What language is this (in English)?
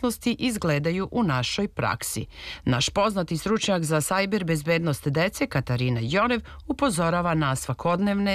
Serbian